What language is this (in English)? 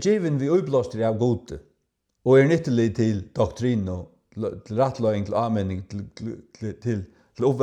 Faroese